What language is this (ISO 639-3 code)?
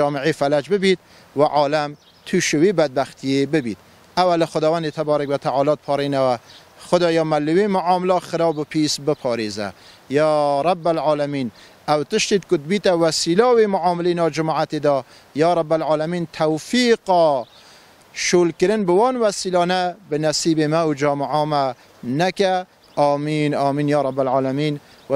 kur